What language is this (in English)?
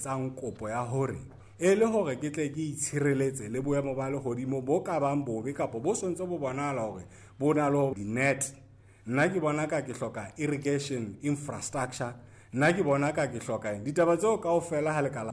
Southern Sotho